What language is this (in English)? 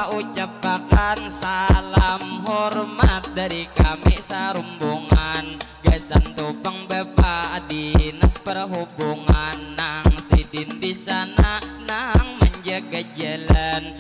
Banjar